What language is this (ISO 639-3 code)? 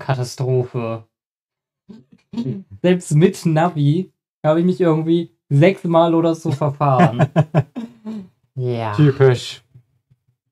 deu